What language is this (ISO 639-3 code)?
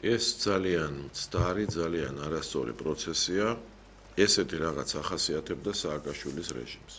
kat